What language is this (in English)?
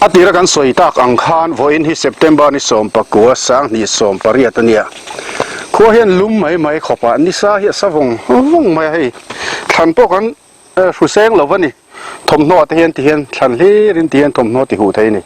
Mizo